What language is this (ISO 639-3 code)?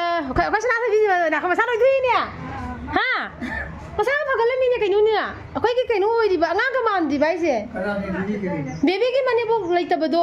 mni